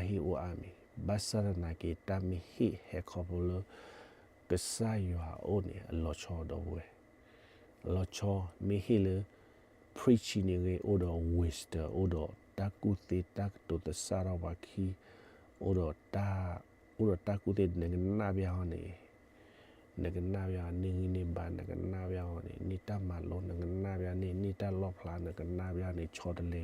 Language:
S'gaw Karen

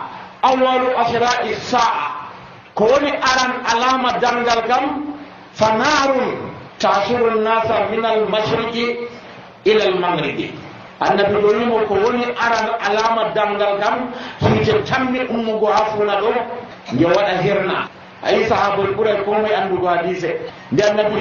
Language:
Nigerian Fulfulde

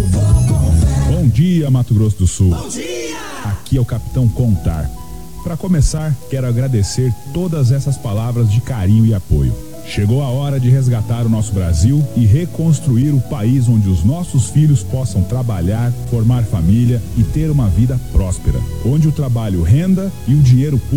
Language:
Portuguese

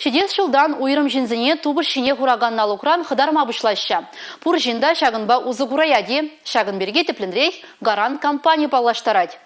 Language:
Chuvash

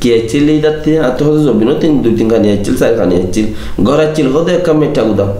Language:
Rohingya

